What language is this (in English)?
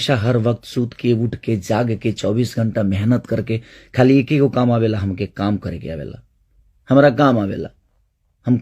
Bhojpuri